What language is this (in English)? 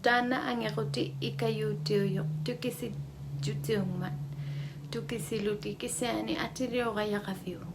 Inuktitut